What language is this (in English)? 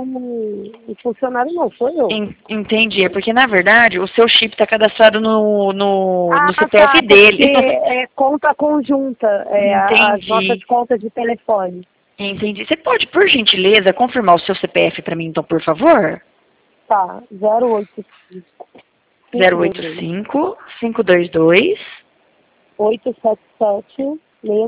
Portuguese